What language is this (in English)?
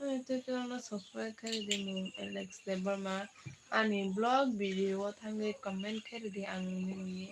Kok Borok